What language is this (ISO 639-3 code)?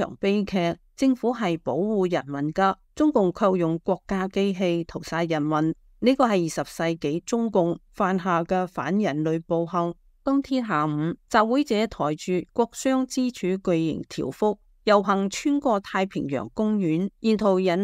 yue